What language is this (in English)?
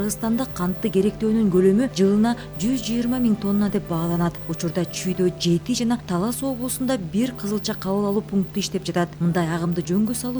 Kyrgyz